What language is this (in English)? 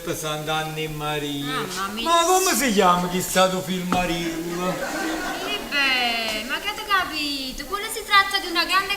Neapolitan